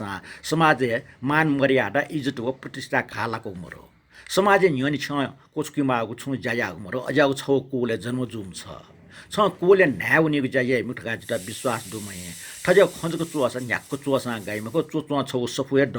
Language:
Newari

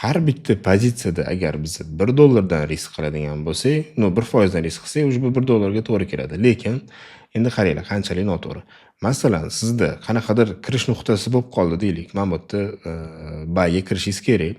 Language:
Uzbek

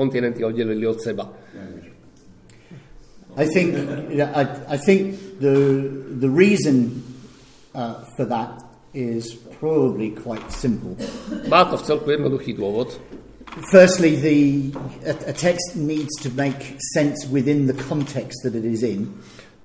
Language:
Slovak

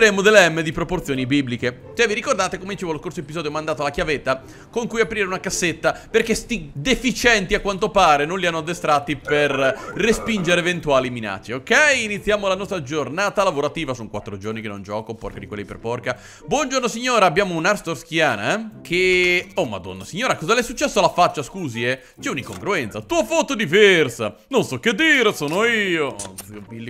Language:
Italian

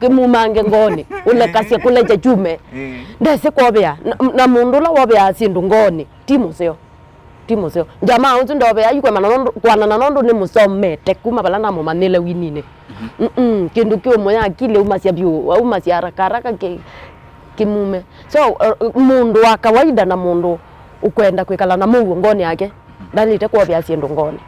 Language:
Kamba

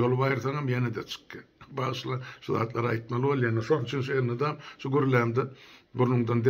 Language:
Turkmen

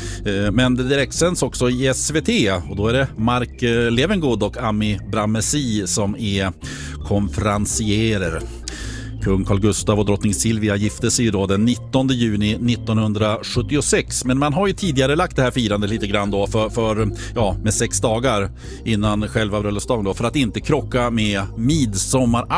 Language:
Swedish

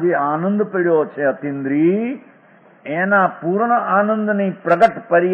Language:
Gujarati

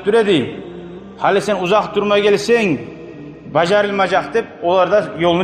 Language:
Kumyk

